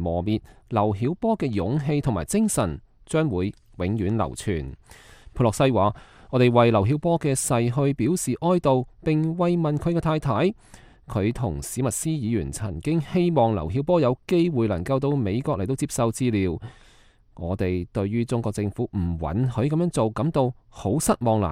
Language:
Cantonese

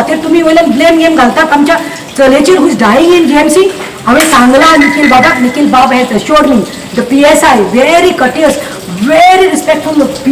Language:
Konkani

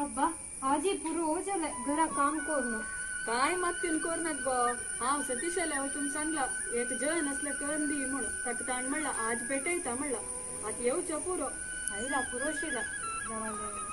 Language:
Konkani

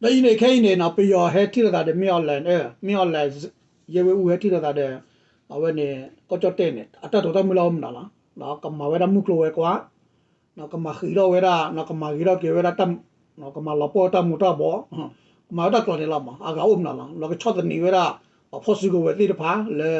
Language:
S'gaw Karen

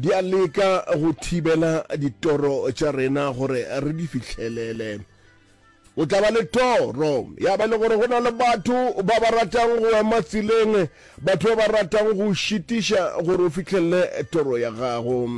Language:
Northern Sotho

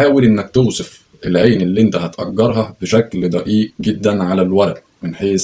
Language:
Egyptian Arabic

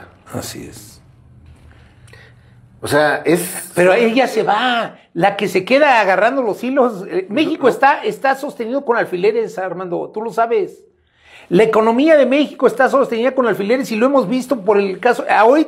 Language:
Spanish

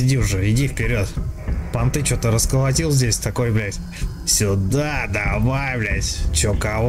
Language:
Russian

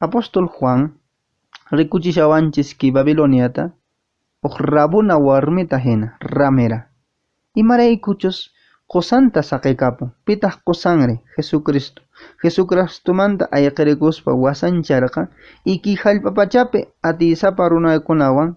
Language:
Quechua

